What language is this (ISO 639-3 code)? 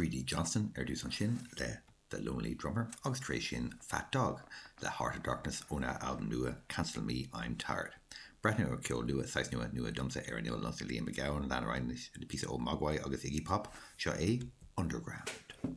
gle